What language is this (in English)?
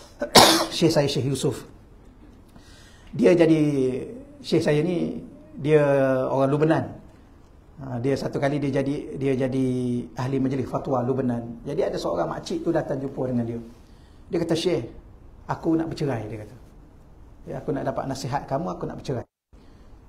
Malay